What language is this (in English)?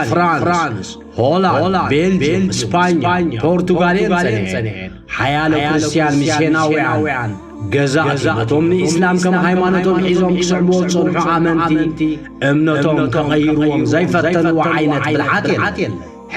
Tigrinya